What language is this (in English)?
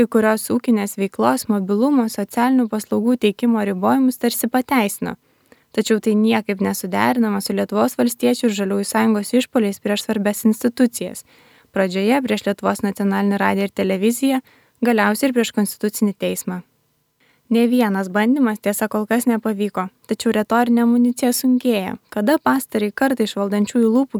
Lithuanian